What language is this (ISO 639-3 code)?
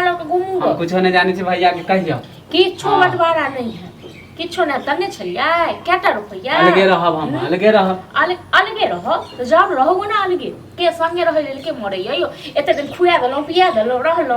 mai